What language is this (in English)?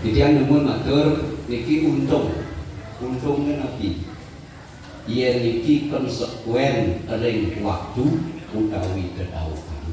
Balinese